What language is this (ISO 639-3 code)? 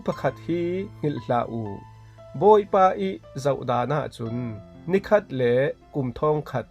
cfm